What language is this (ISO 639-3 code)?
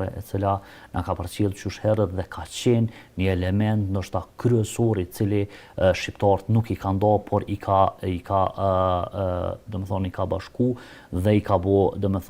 sqi